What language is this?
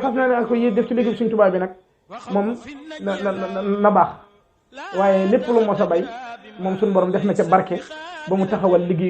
Wolof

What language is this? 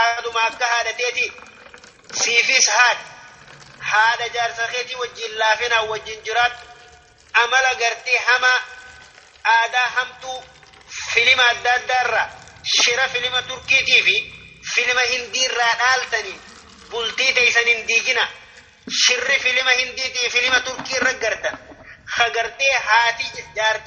Oromo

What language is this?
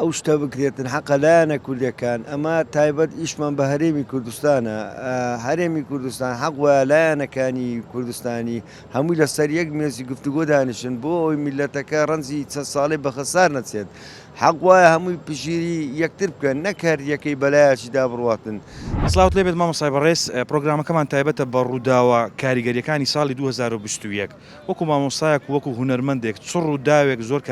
Central Kurdish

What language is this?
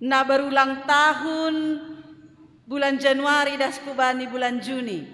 Batak Simalungun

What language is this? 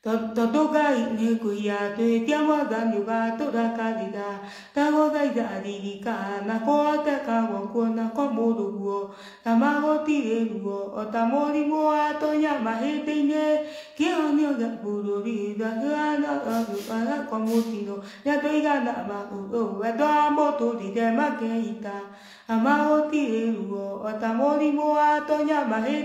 Kikuyu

